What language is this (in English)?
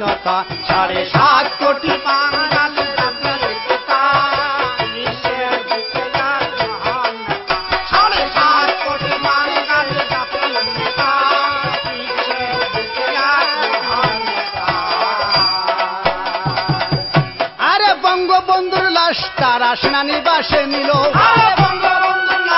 Bangla